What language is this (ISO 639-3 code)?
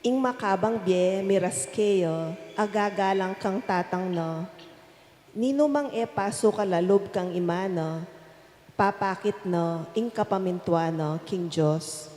pam